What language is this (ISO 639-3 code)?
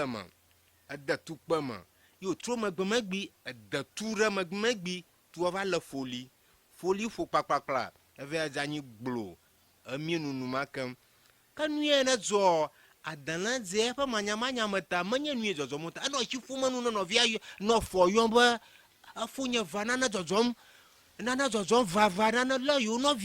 ewe